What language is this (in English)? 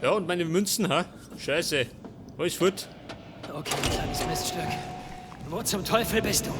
Bavarian